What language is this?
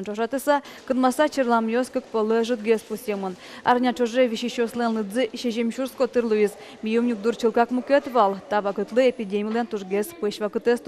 Udmurt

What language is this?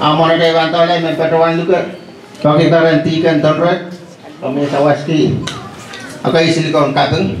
Pohnpeian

